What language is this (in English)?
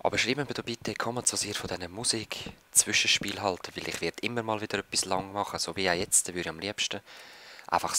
Swiss German